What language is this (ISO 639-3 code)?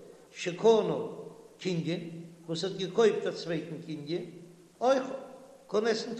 yid